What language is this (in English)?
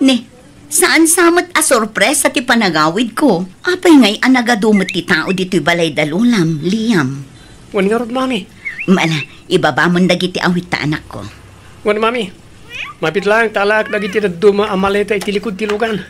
Iloko